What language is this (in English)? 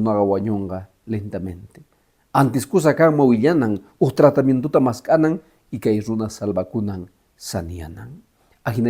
Quechua